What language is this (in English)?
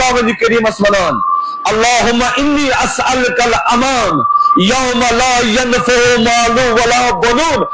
Kashmiri